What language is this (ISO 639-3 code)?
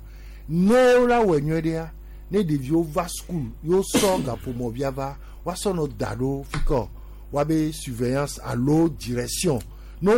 gej